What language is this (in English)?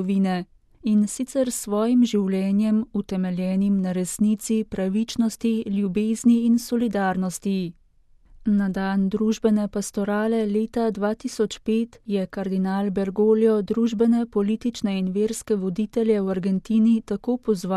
Slovenian